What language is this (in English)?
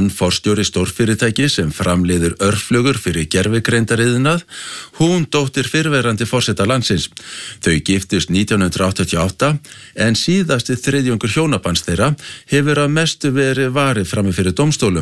Icelandic